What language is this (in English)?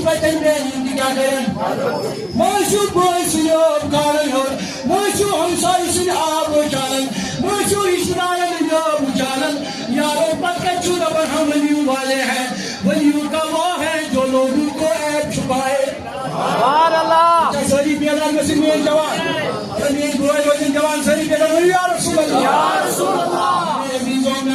Kashmiri